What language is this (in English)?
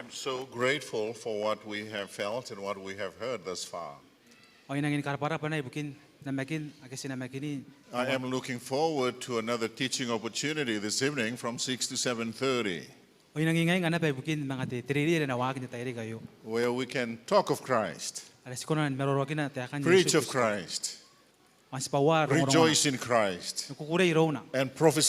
Gilbertese